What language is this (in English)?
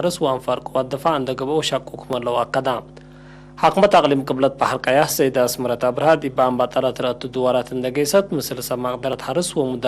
Tigre